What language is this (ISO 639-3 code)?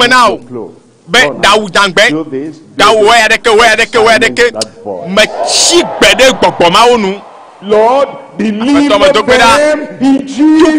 ewe